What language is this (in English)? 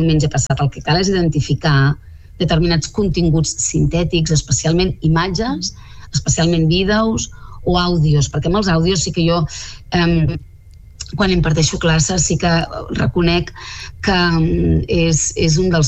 Catalan